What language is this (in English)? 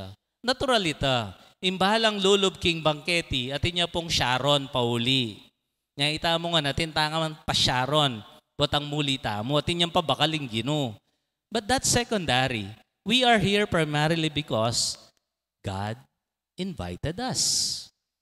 Pampanga